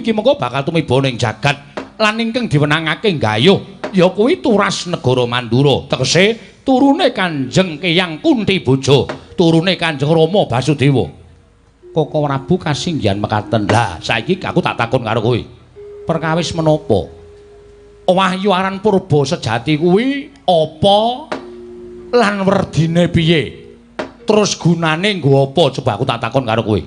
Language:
Javanese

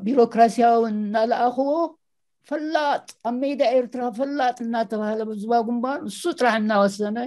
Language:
Tigrinya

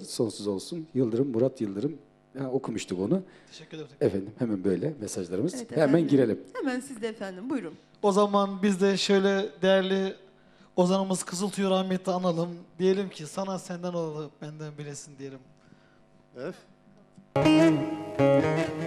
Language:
Turkish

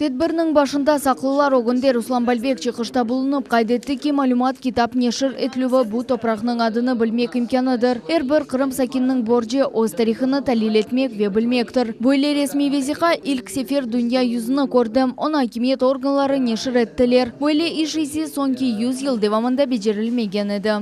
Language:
Crimean Tatar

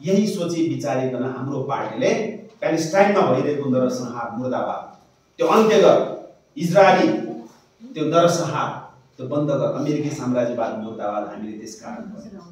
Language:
Nepali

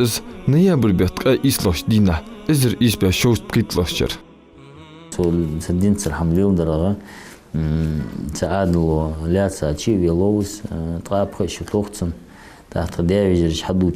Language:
Ingush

